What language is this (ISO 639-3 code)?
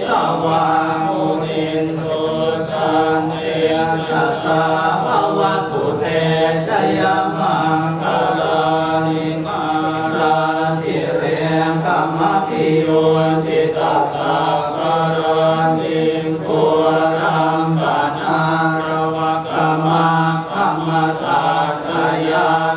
pli